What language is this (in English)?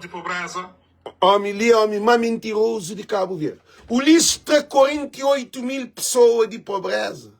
Kabuverdianu